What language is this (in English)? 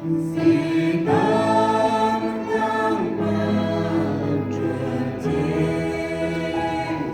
Central Mnong